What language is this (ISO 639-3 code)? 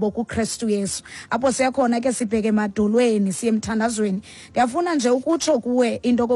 xho